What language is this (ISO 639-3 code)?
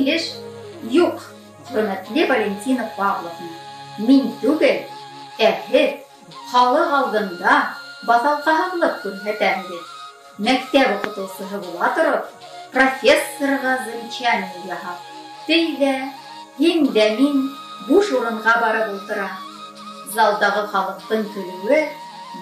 bak